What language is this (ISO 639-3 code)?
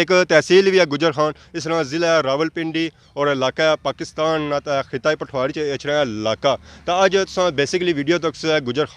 phr